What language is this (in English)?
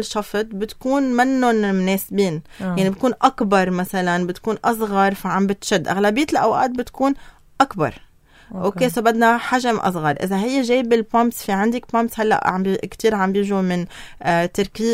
North Levantine Arabic